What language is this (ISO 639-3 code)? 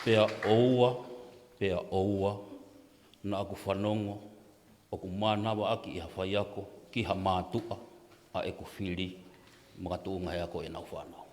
ton